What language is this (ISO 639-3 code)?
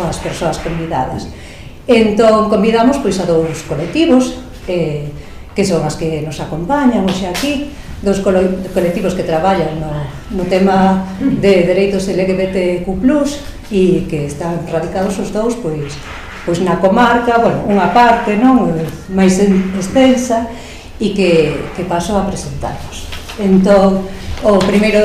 glg